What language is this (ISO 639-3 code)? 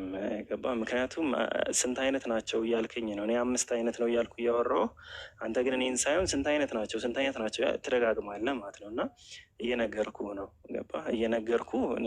amh